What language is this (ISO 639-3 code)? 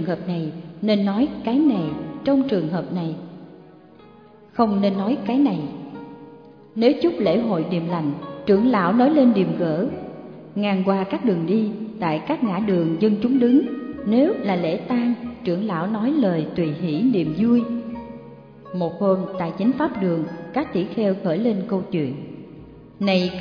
vie